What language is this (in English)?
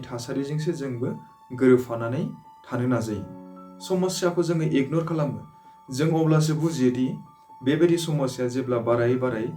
Bodo